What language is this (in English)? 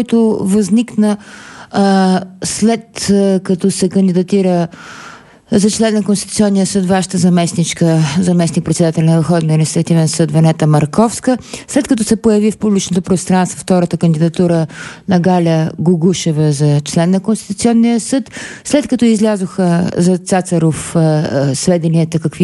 Bulgarian